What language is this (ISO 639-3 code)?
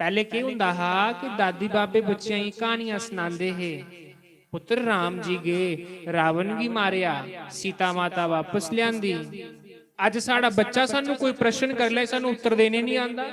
doi